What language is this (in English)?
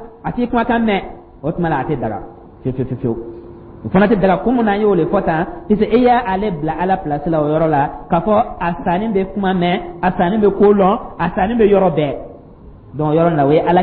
Dyula